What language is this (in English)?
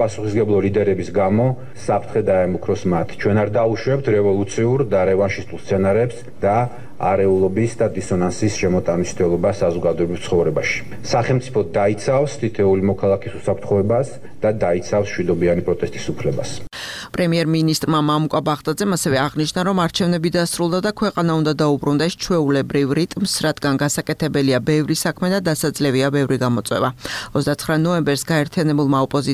Georgian